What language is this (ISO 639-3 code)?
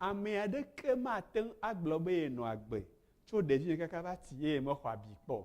ewe